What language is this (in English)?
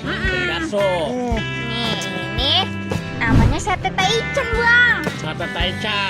Betawi